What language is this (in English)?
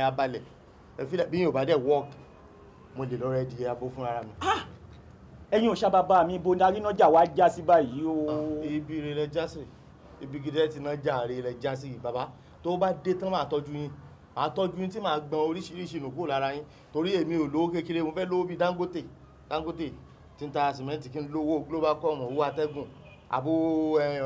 Yoruba